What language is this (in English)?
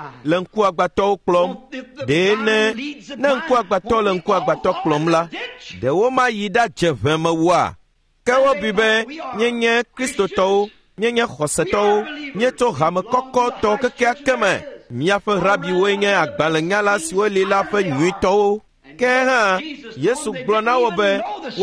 Ewe